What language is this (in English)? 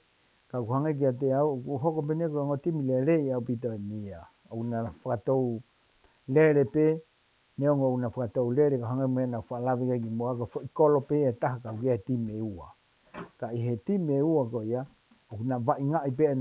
Tongan